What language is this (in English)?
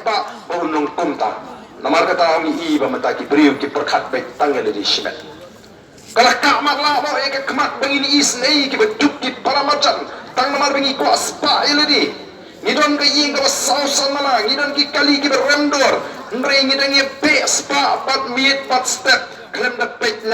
Khasi